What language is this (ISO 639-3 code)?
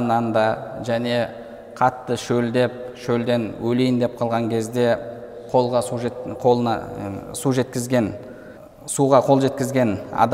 kaz